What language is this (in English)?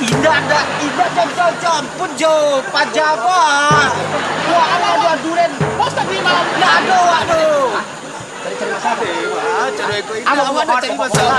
Minangkabau